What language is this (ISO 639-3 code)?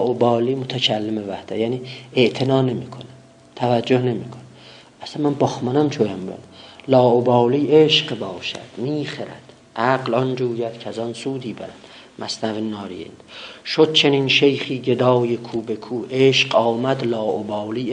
azb